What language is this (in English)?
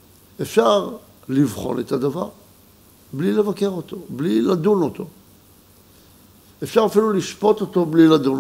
Hebrew